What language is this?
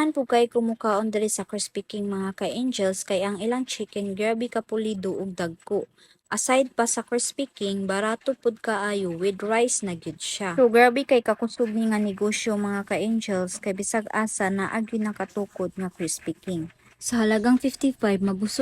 Cebuano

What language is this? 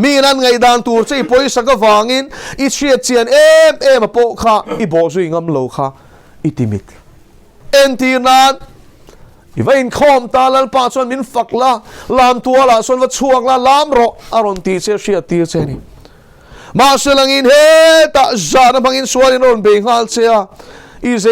Mizo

